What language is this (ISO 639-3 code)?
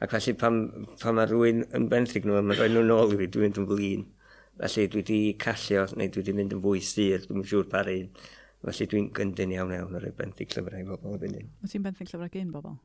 cym